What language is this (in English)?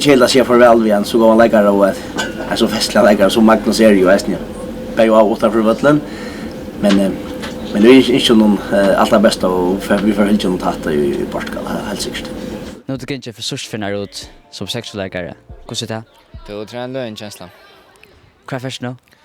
Faroese